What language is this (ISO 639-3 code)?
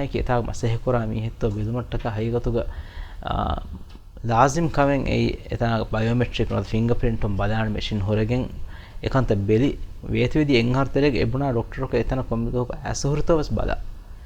div